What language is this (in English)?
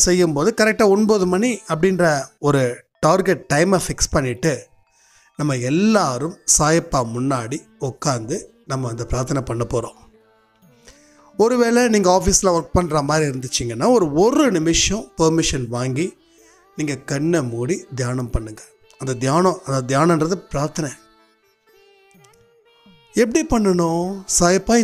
Tamil